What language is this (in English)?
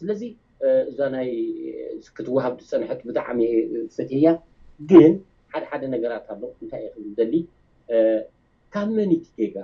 Tigrinya